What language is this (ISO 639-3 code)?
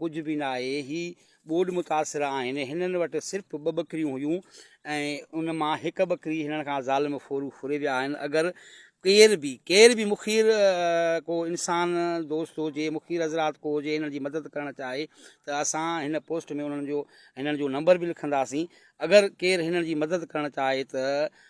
snd